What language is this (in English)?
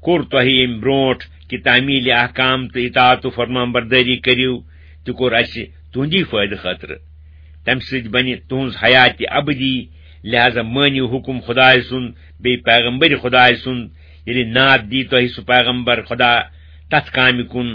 Kashmiri